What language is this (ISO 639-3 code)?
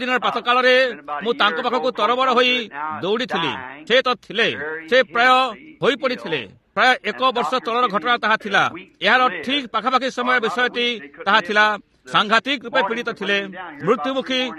ori